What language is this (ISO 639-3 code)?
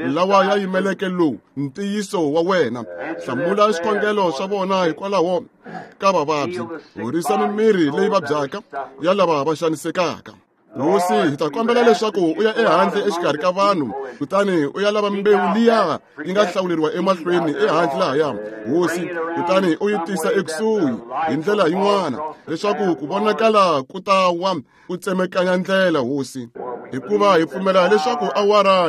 tso